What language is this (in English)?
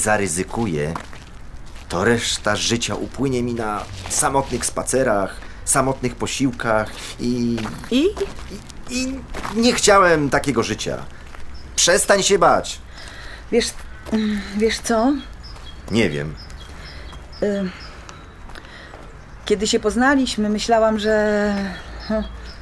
Polish